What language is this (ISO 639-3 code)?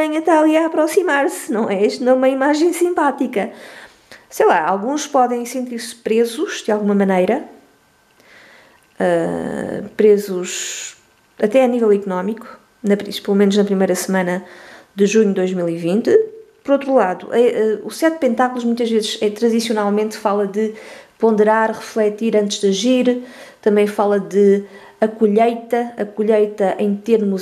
por